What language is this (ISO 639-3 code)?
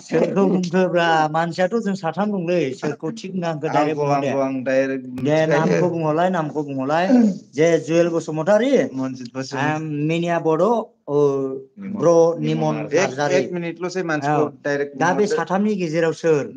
brx